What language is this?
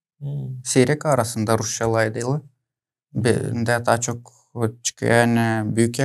Gagauz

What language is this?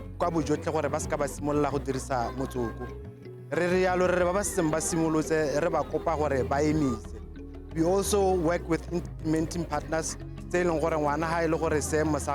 Tswana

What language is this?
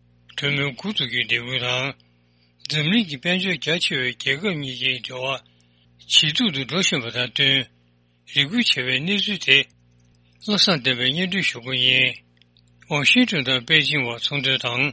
Tibetan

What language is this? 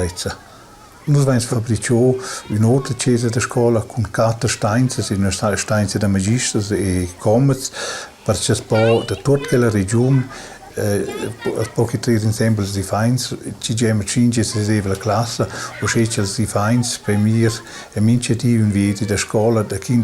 Romansh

